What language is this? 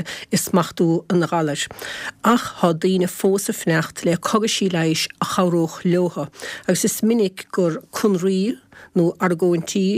Irish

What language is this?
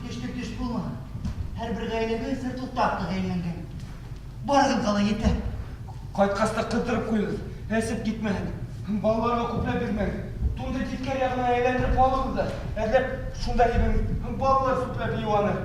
Bashkir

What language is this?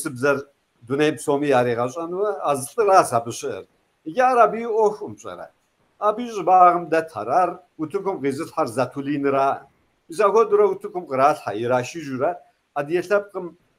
Kabardian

